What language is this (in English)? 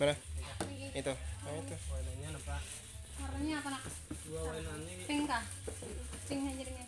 Banjar